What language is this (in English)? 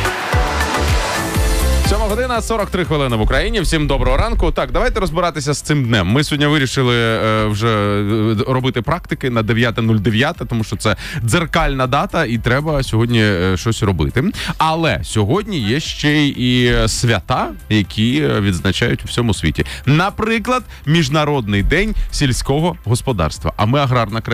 Ukrainian